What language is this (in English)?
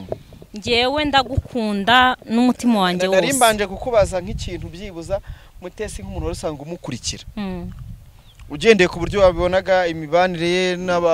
Kinyarwanda